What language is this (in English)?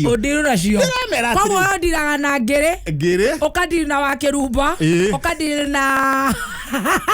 Kikuyu